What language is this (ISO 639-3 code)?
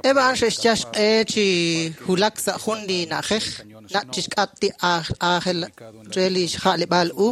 kek